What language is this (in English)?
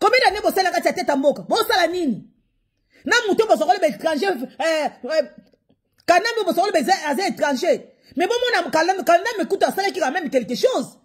Lingala